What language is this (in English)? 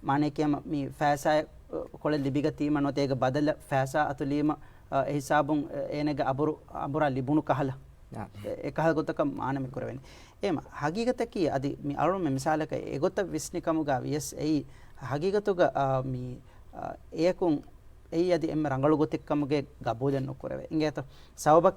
Divehi